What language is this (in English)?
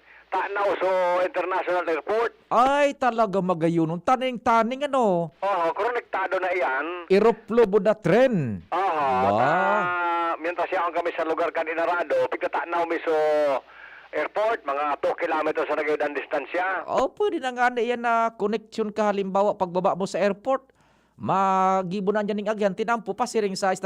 Bikol